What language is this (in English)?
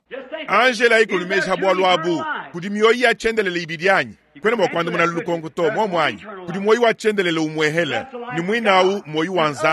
Luba-Lulua